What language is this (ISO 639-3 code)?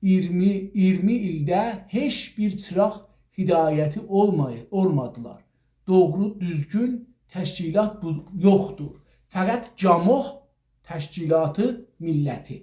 azb